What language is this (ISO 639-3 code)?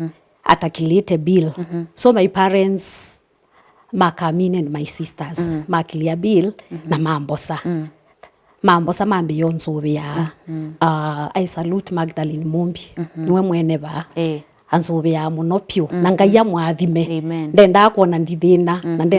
kam